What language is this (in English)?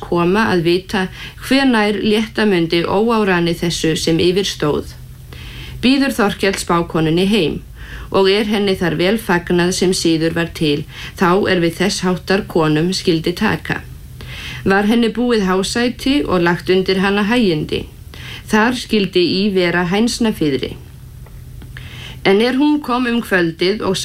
Icelandic